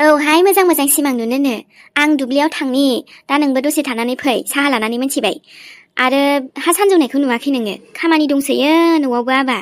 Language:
Bodo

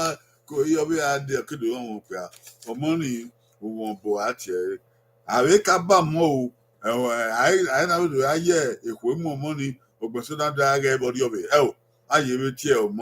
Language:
Bini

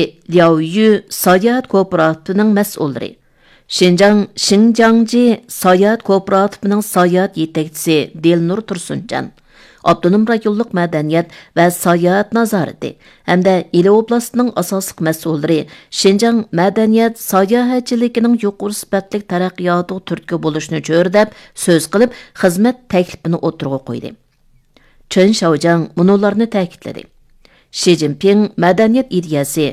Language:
Uyghur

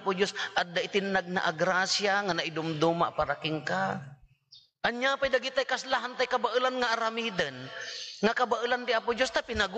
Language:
Iloko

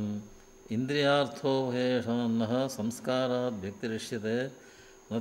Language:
Sanskrit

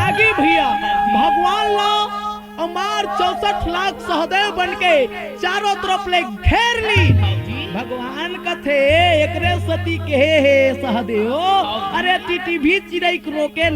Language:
Chhattisgarhi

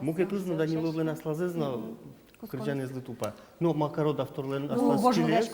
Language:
Udmurt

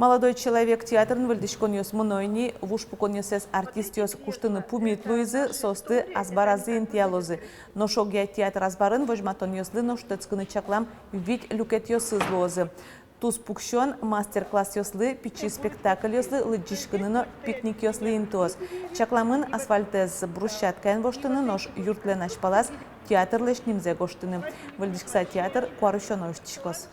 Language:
Udmurt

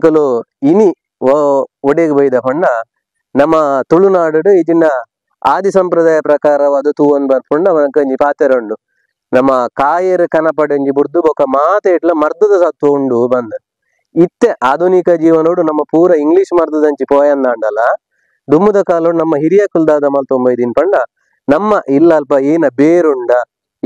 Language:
Tulu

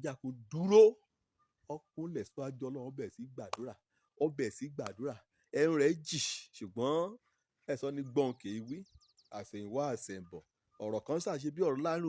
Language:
Yoruba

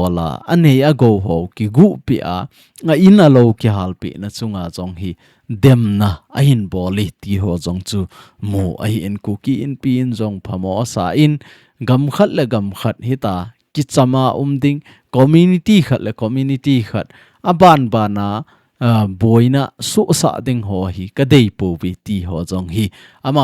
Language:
Thado Chin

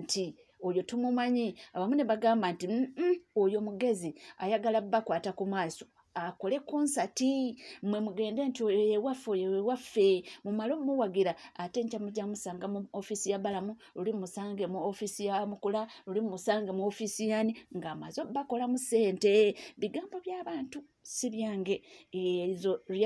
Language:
Ganda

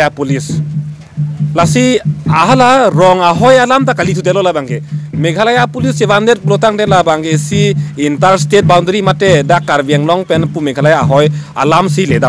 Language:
Karbi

